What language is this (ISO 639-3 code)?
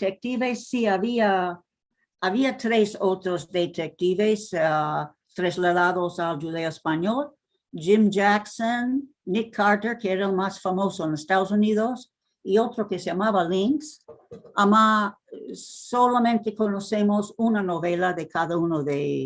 lad